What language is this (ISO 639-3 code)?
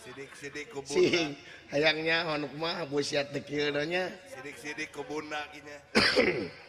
sun